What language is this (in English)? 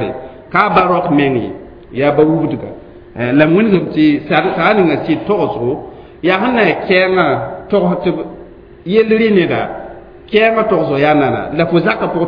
Mossi